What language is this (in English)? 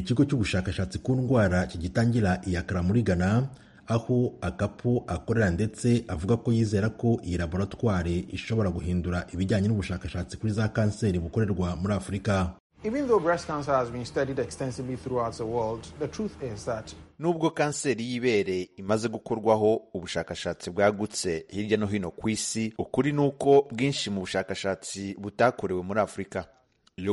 Kinyarwanda